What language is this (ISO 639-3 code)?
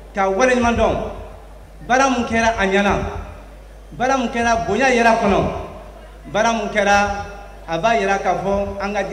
bam